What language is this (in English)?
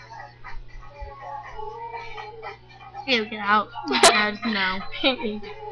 English